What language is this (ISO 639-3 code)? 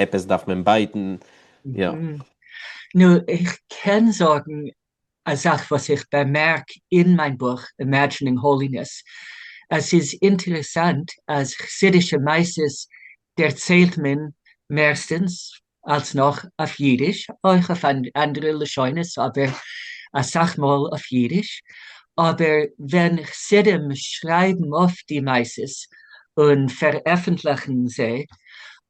yid